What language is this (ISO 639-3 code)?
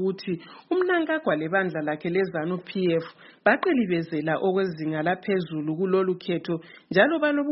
nde